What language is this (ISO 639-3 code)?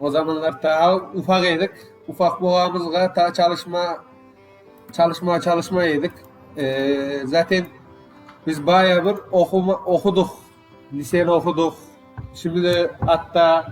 crh